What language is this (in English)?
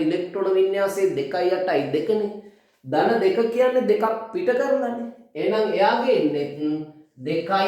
Sinhala